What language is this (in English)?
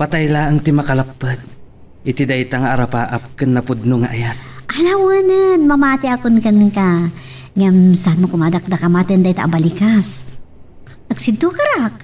Iloko